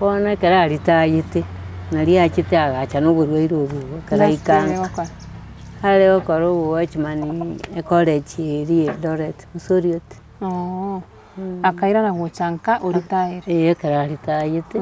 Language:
Gusii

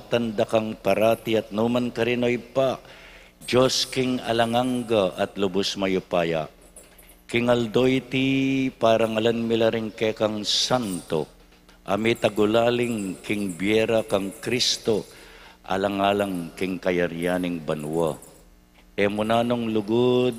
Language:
Pampanga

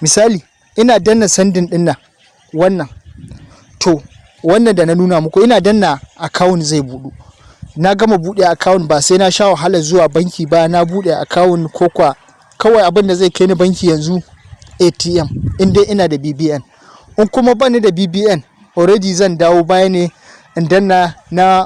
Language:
Hausa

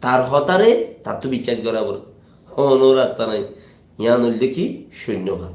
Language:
Rohingya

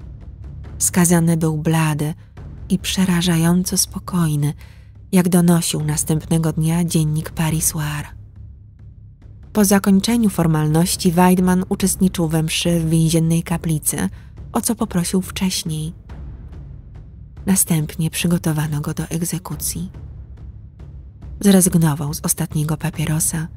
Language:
Polish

